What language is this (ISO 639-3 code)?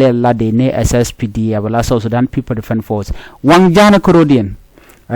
nus